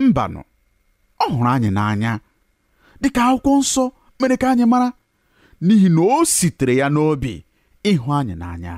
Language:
Igbo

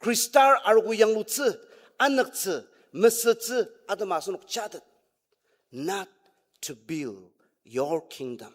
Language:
Ao Naga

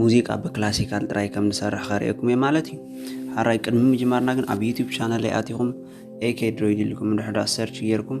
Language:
Tigrinya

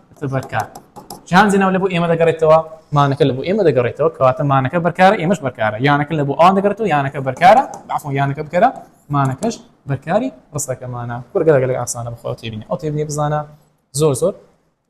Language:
Central Kurdish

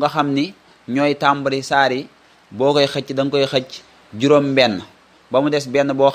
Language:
Wolof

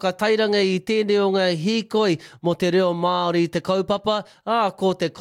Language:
Māori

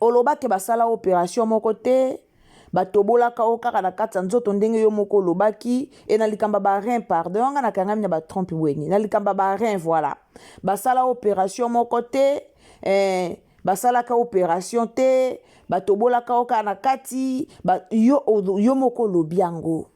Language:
Lingala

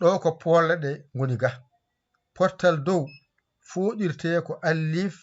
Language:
Fula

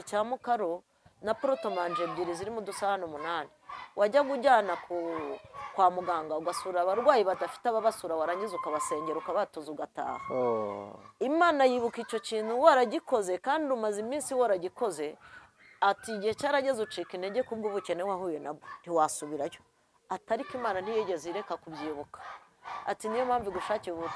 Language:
Kinyarwanda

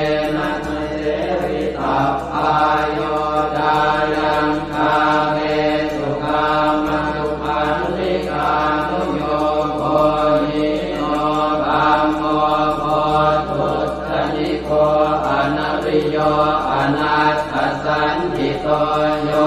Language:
Pali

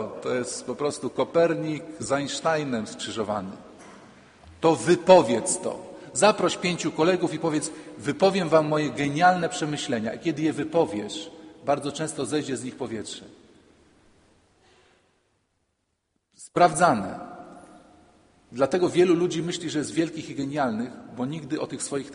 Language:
Polish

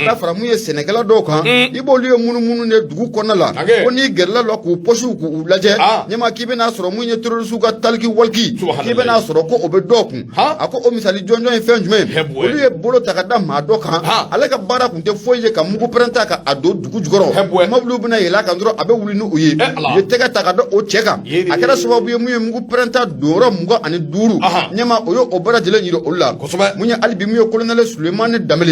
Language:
Bambara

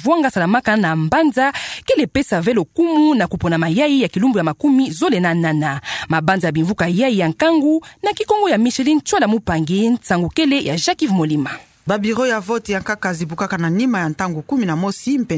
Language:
Kituba (Democratic Republic of Congo)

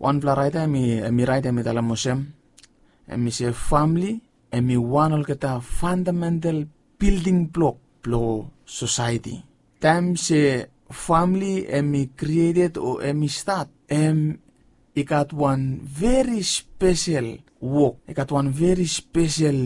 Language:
Bislama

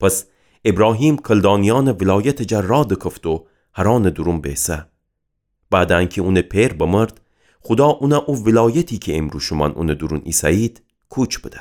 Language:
Gilaki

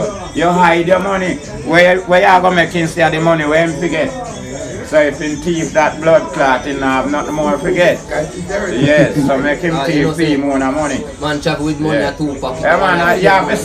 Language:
Jamaican Creole English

